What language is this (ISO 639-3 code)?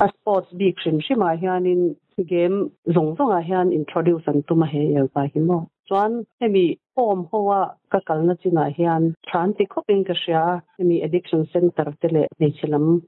lus